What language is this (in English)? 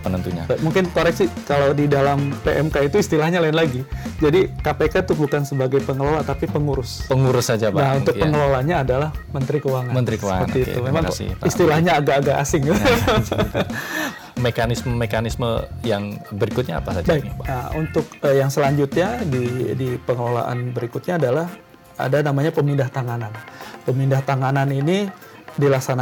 Indonesian